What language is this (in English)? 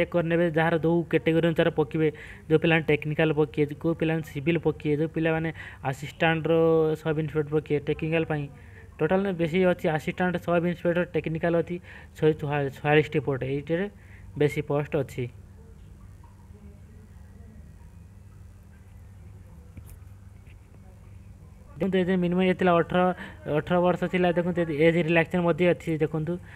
Odia